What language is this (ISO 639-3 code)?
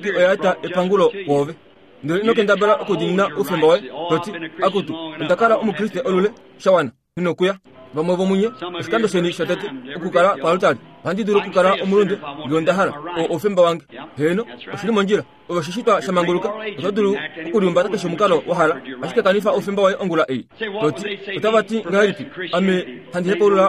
kua